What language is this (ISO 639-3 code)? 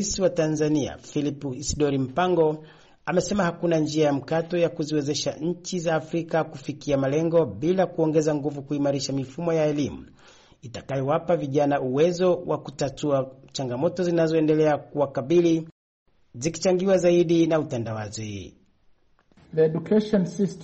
swa